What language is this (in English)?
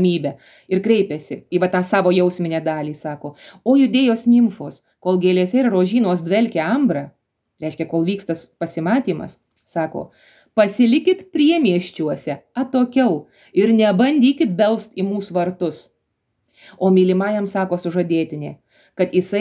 Lithuanian